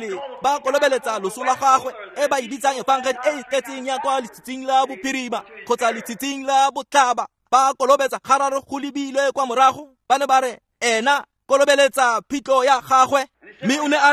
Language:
Tswana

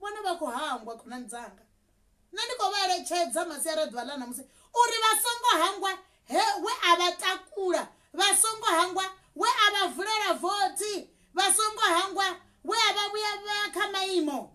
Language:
Venda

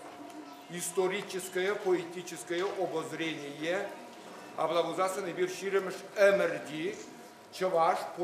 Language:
Chuvash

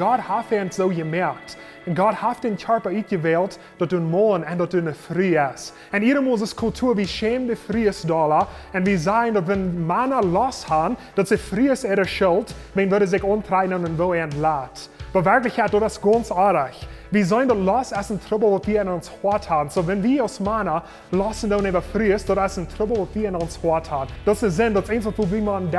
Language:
Plautdietsch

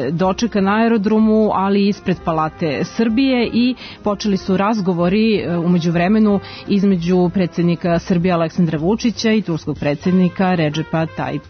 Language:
Serbian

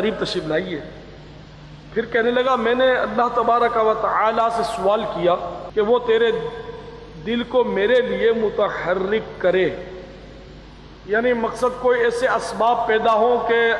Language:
Urdu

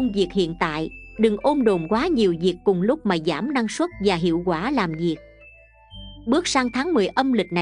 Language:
Vietnamese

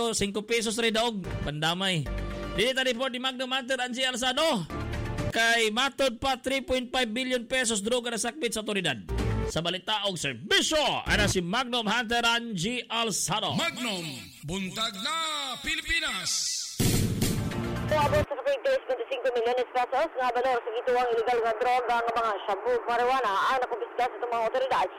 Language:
Cebuano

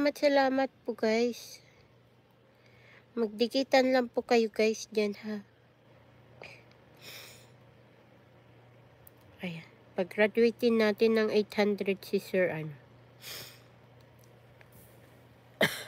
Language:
Filipino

